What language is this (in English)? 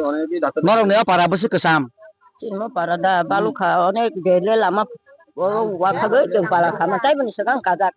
Kok Borok